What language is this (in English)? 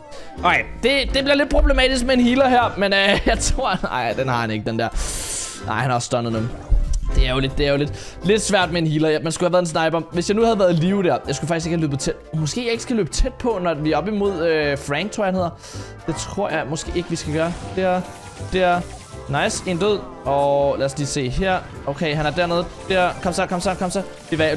Danish